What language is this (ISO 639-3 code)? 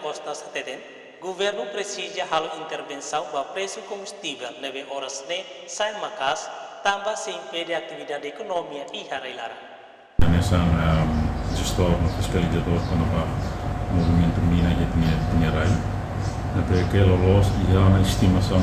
tet